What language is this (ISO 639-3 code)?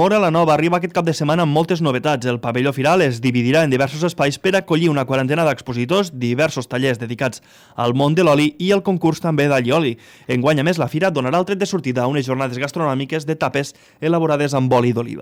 cat